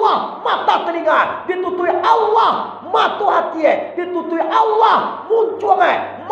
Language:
Minangkabau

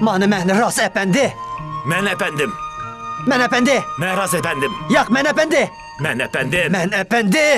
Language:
Uyghur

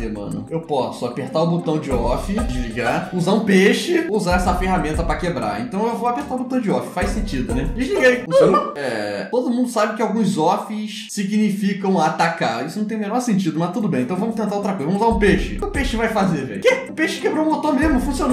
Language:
Portuguese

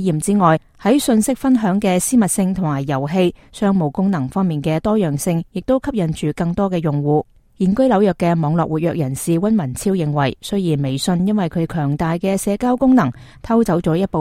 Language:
Cantonese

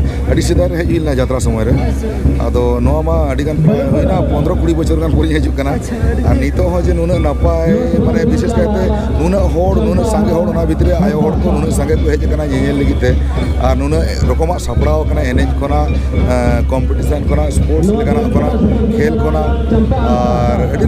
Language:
Santali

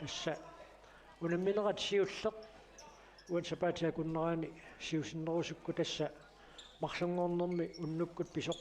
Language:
Kalaallisut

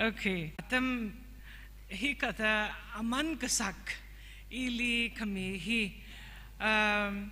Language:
Tangkhul Naga (India)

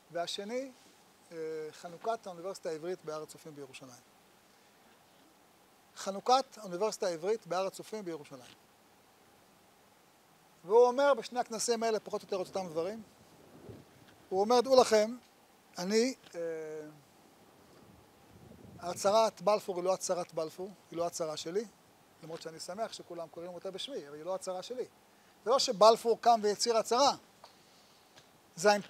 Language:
Hebrew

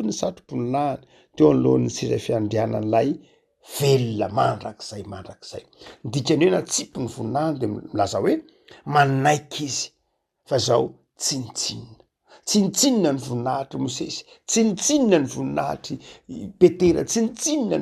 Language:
Malagasy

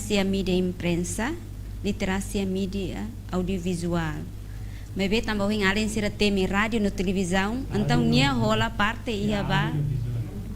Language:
Tetum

